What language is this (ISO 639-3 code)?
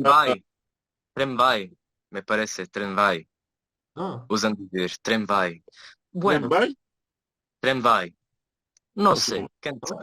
lad